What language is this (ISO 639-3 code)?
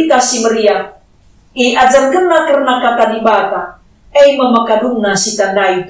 btx